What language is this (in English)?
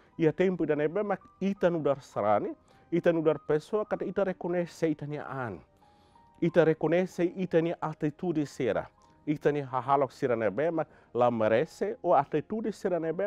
Tetum